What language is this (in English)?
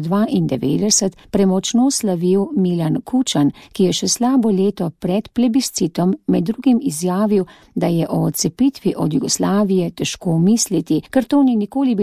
Slovenian